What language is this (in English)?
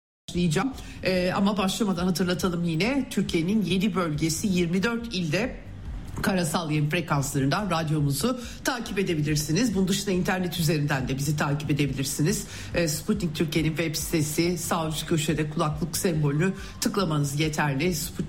Turkish